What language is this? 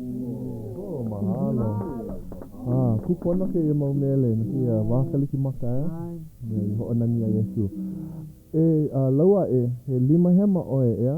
Hawaiian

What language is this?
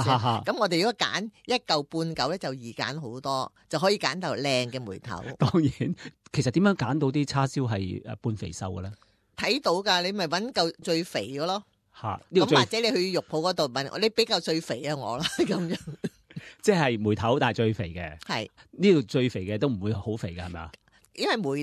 Cantonese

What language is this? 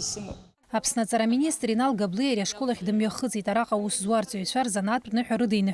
Abkhazian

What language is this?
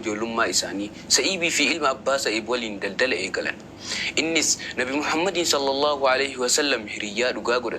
Oromo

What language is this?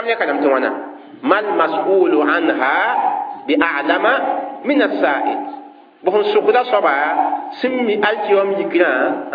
Mossi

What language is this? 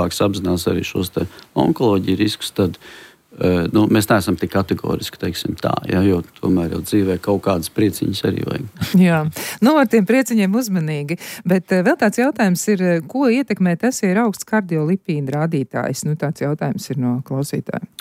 Latvian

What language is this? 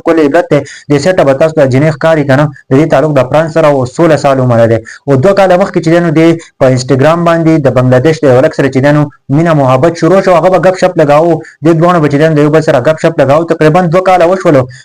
Pashto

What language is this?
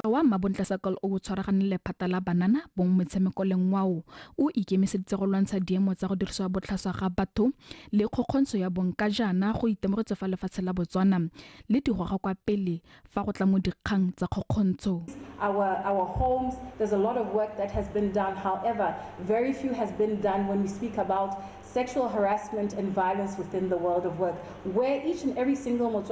Tswana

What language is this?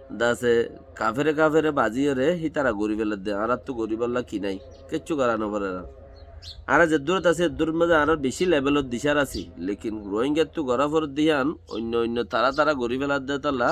Rohingya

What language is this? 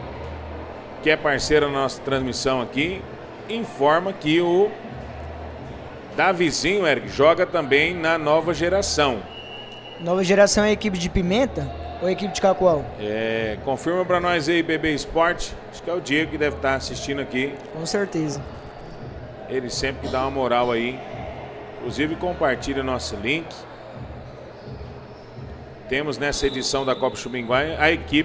Portuguese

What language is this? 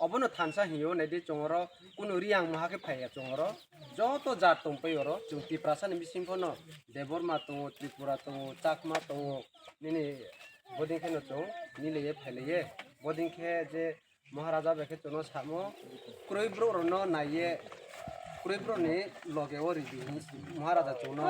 Kok Borok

